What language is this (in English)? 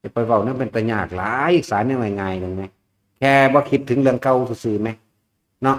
Northeastern Thai